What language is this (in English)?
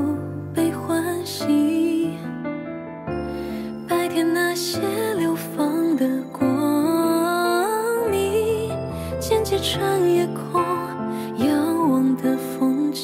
Chinese